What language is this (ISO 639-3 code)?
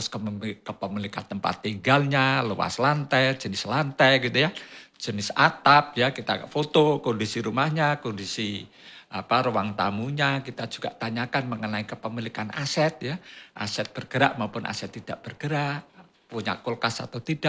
ind